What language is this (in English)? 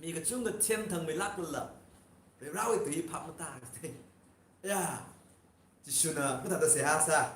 Tangkhul Naga (India)